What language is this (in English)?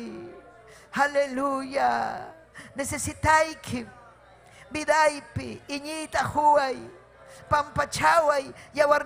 Ayacucho Quechua